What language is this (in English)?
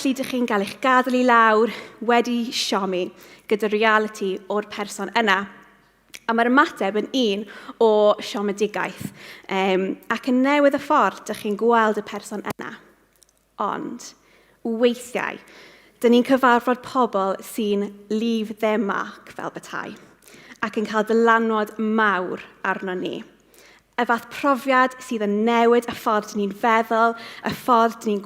Welsh